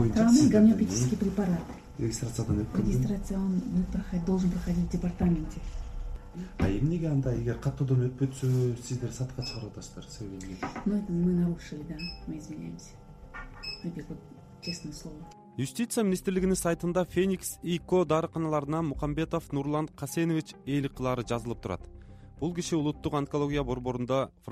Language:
Kyrgyz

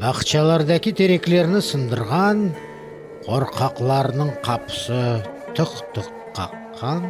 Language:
Crimean Tatar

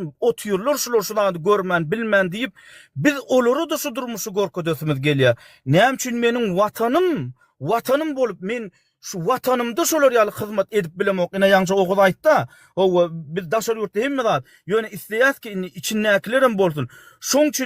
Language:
Turkmen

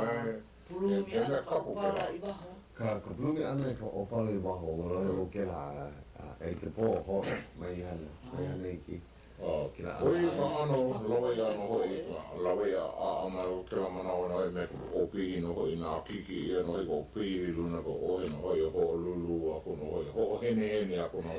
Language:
Hawaiian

